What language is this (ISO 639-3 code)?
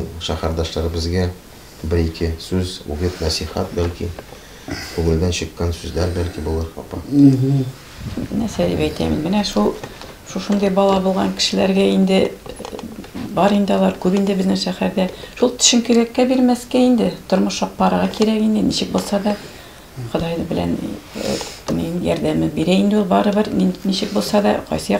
tat